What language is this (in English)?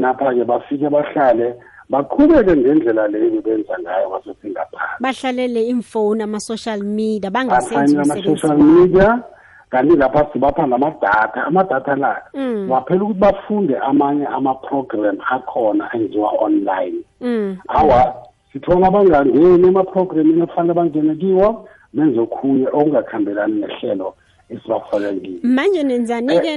South Ndebele